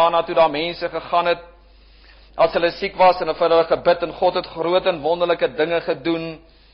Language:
Afrikaans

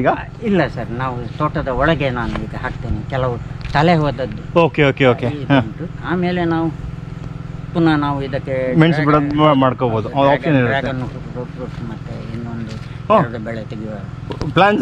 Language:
Kannada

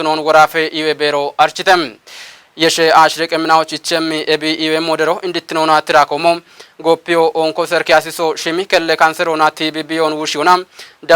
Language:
Kafa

